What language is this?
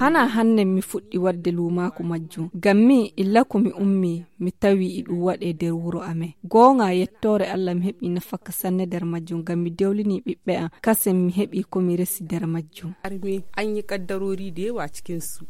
Nigerian Fulfulde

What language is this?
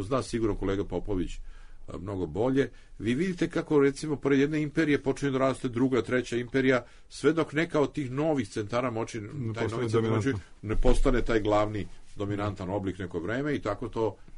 Serbian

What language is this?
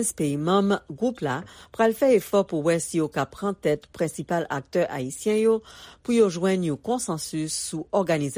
Haitian Creole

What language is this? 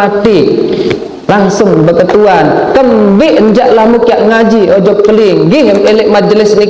Sasak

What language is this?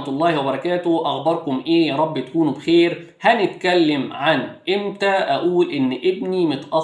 Egyptian Arabic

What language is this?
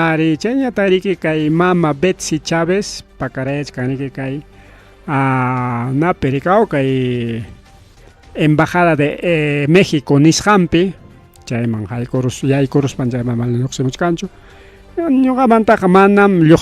Ayacucho Quechua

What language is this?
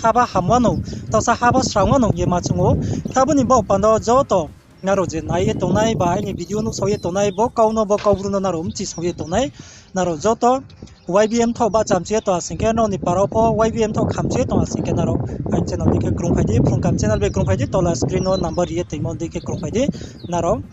Riang (India)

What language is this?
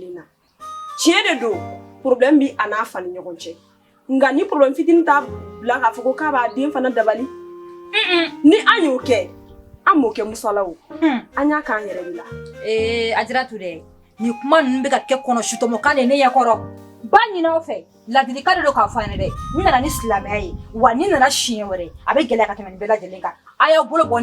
Bambara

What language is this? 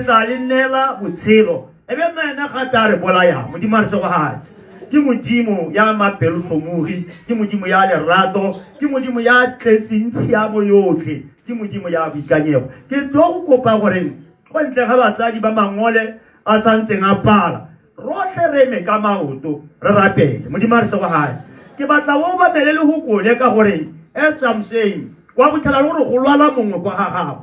Tswana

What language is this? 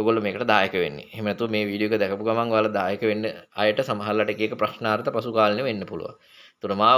Sinhala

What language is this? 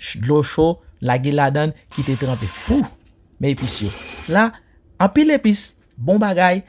Haitian Creole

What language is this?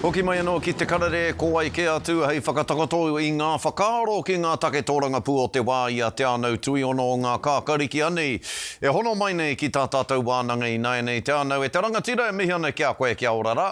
Māori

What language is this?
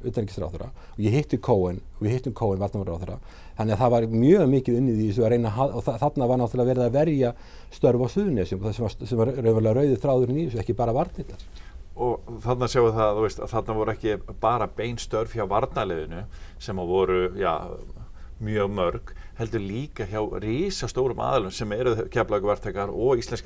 Icelandic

